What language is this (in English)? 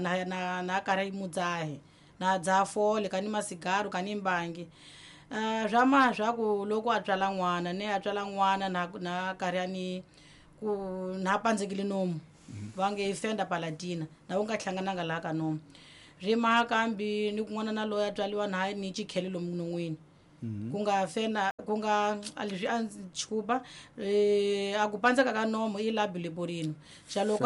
Tsonga